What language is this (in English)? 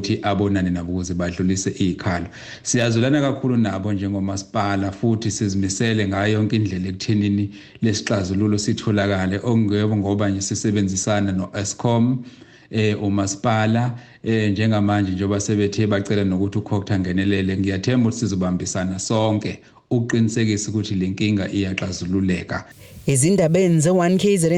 Zulu